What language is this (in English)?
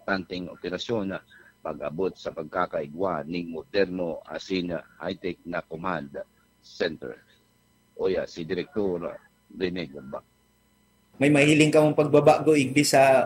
Bikol